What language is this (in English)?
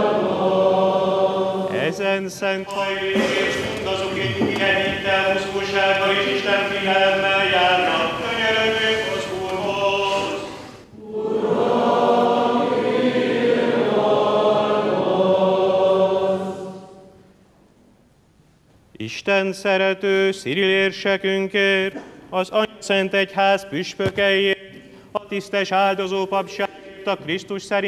Hungarian